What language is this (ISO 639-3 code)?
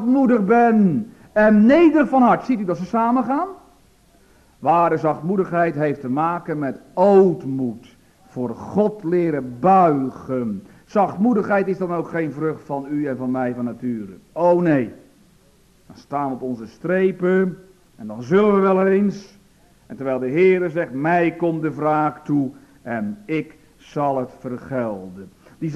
nld